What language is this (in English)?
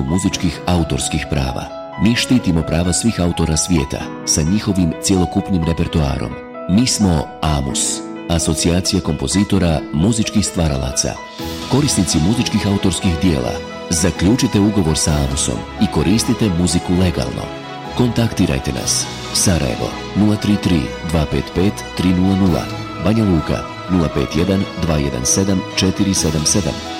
Bosnian